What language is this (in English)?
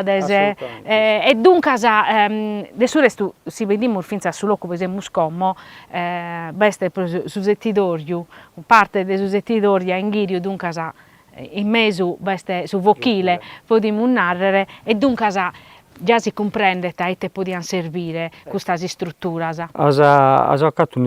Sardinian